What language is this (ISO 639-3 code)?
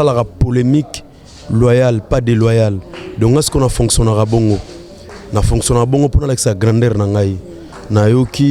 lin